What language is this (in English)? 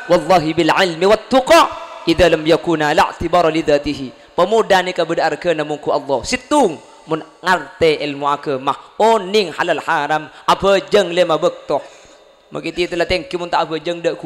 Madurese